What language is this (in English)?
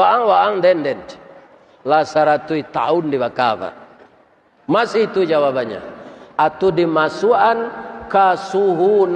Minangkabau